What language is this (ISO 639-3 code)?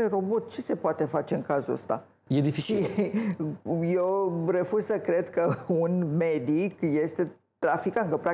ron